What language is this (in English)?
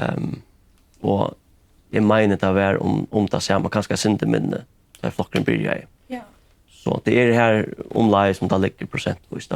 Faroese